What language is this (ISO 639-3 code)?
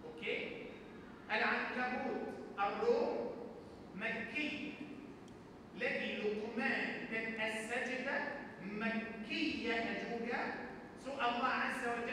msa